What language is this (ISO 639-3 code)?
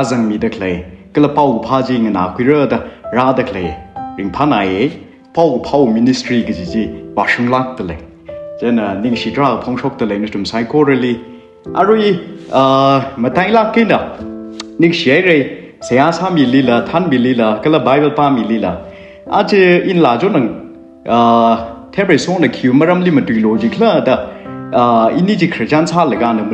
nmf